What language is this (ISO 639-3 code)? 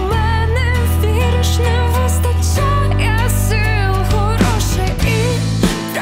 ukr